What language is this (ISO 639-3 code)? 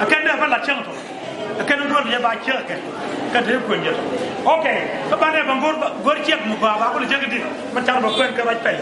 nus